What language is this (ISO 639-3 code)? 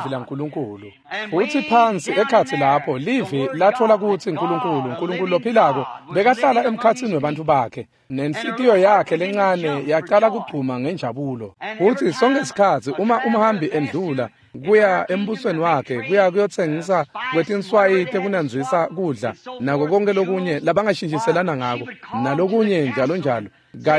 ssw